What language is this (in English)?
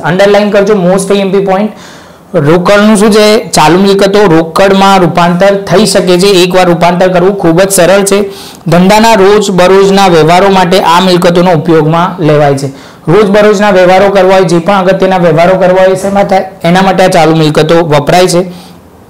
Gujarati